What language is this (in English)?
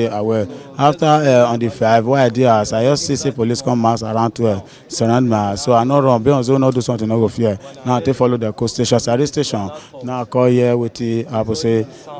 Nigerian Pidgin